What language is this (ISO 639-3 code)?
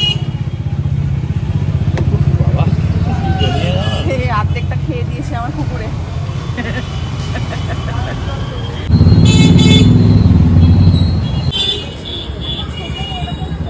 ben